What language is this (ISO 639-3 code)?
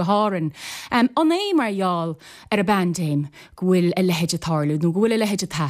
gle